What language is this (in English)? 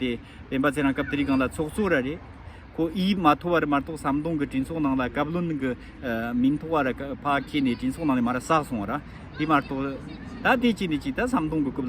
Tibetan